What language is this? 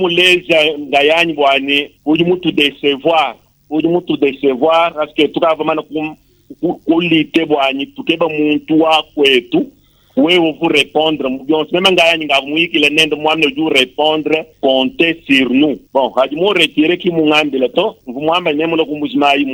Luba-Lulua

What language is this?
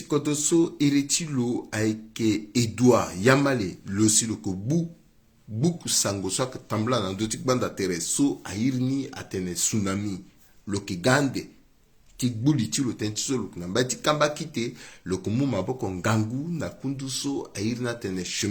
Sango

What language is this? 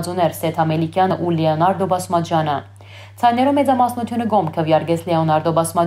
Armenian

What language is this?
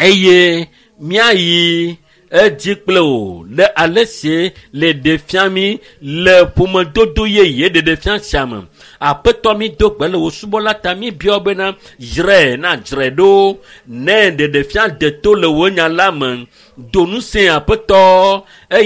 Ewe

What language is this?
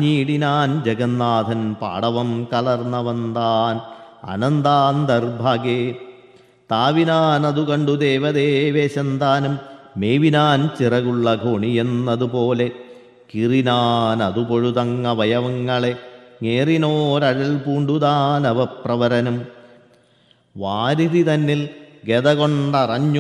Malayalam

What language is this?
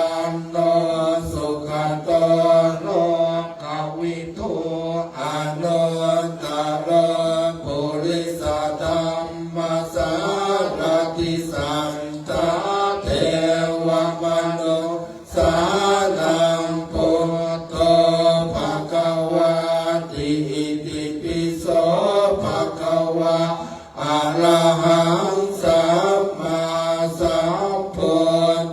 Pali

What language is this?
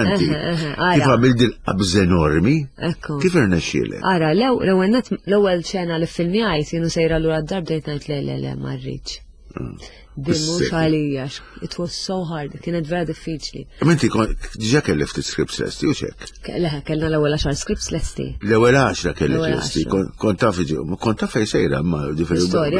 Maltese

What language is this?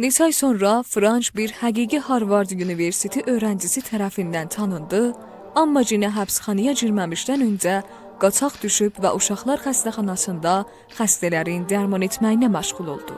South Azerbaijani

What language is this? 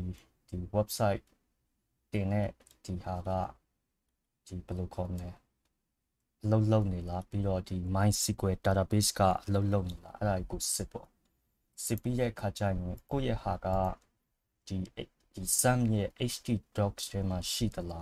Burmese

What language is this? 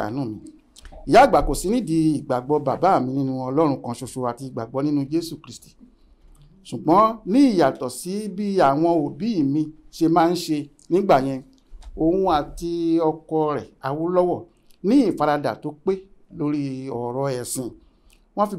Yoruba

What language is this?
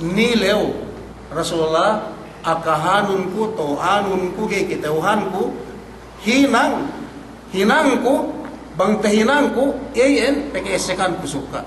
Yakan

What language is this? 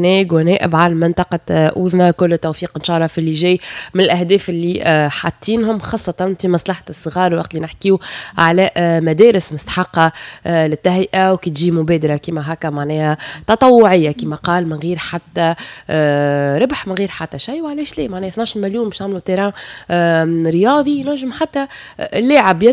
Tunisian Arabic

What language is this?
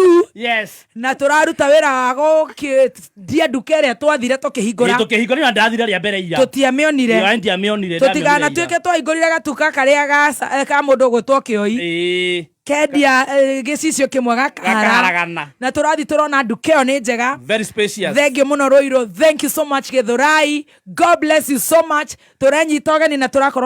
Kikuyu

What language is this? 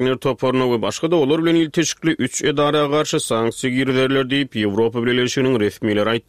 Turkmen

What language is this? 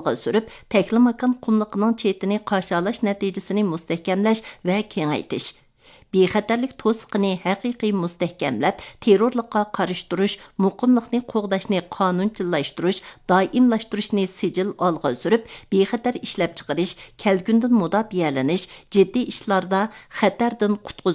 Uyghur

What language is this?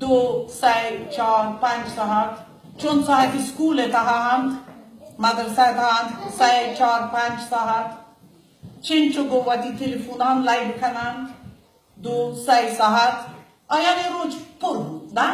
Baluchi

